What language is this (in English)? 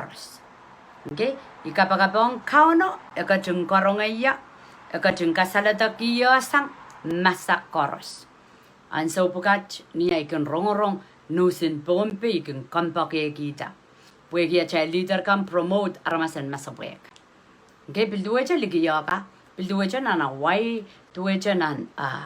Pohnpeian